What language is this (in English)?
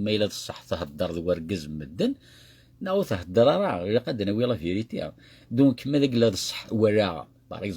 Kabyle